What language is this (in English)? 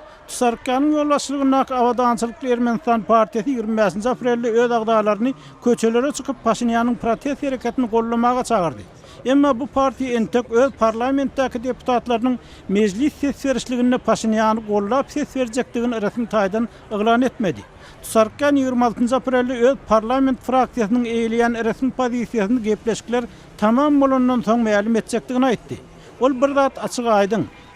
Turkmen